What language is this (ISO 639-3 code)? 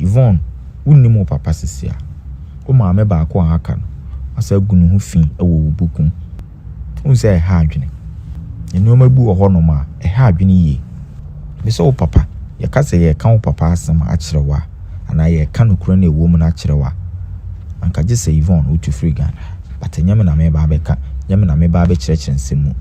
aka